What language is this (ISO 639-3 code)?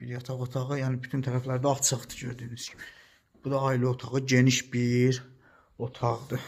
aze